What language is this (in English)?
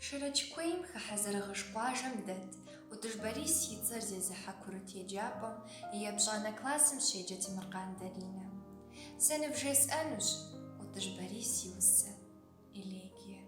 Kabardian